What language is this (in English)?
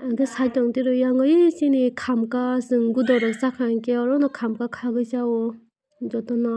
Kok Borok